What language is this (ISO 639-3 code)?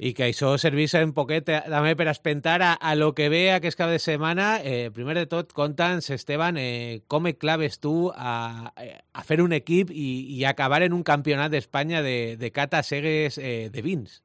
cat